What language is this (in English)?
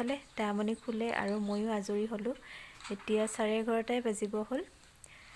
Assamese